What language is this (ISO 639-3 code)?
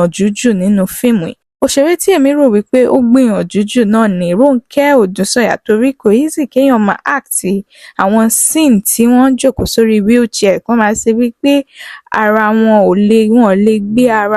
yor